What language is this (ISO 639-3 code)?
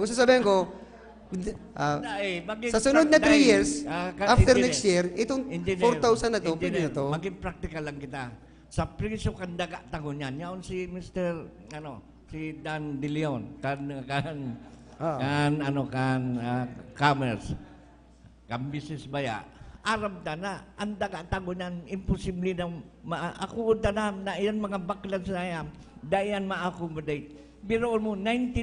bik